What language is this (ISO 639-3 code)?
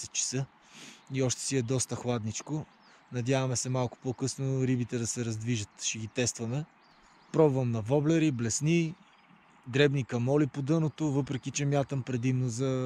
bul